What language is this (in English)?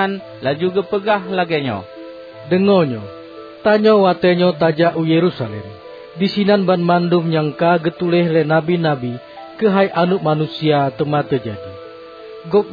Achinese